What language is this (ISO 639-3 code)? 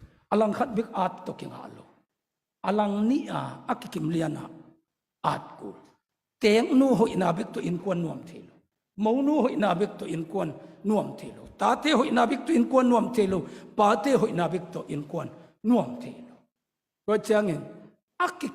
ctd